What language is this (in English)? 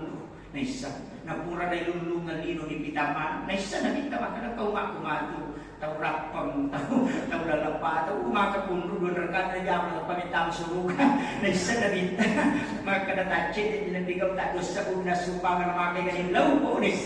Buginese